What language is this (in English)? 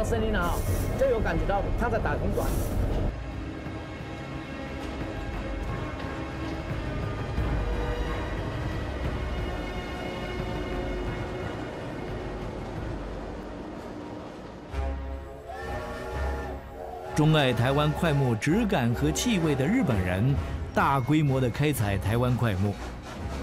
Chinese